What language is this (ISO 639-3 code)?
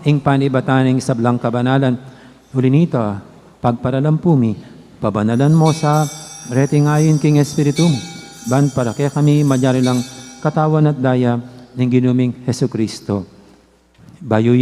pam